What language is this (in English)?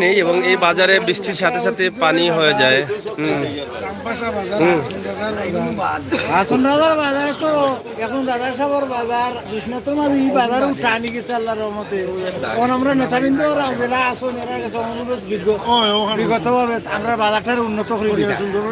Sylheti